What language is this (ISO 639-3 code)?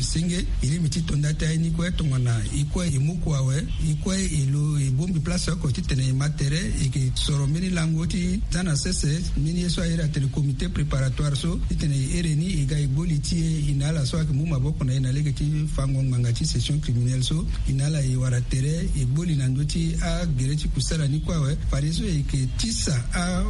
sag